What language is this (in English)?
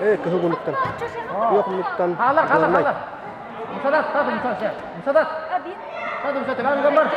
Yakut